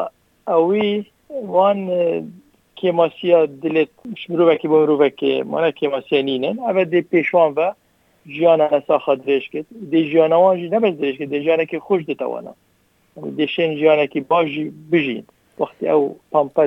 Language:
Kurdish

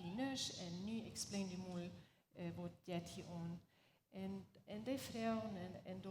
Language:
Plautdietsch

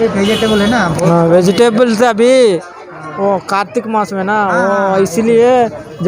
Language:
Santali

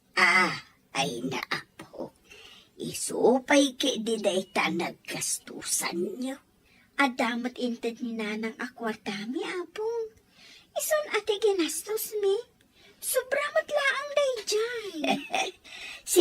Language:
Iloko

